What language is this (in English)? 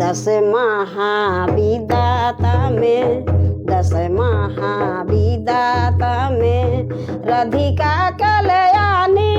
Sadri